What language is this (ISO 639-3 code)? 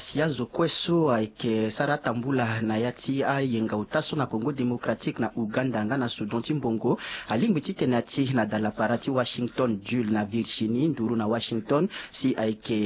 sag